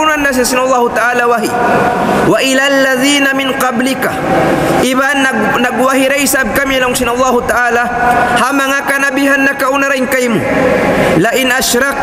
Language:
Tausug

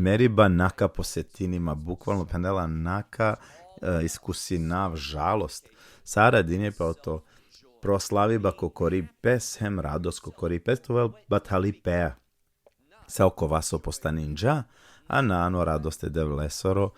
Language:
Balkan Romani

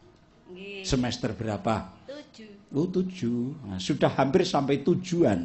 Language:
Javanese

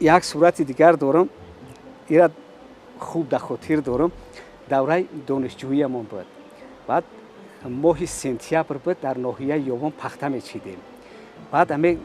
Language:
Tajik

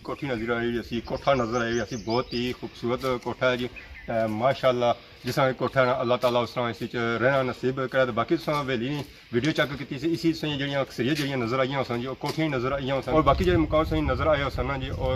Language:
Pahari-Potwari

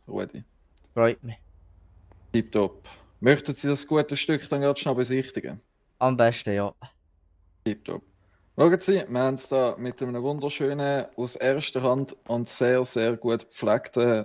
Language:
Swiss German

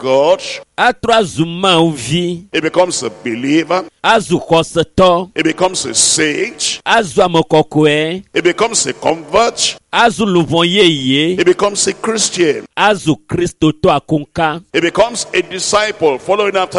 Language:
Ewe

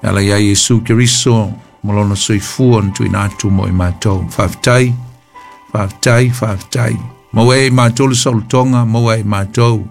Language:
Samoan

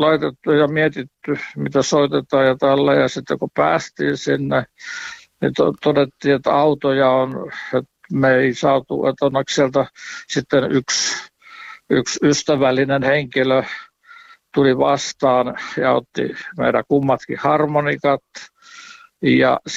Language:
Finnish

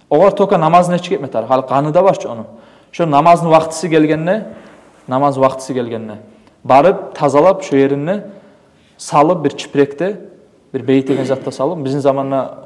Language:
Kumyk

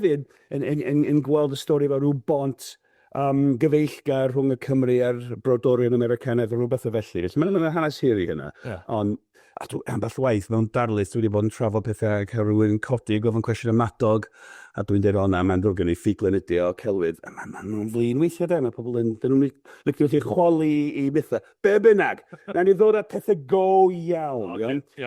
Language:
Welsh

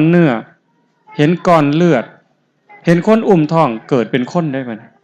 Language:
Northeastern Thai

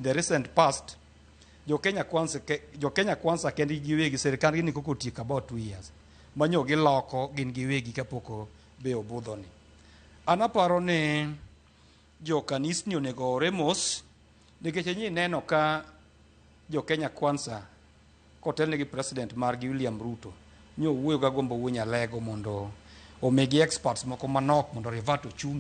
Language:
Luo (Kenya and Tanzania)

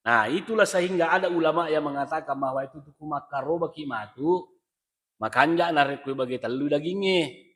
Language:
Buginese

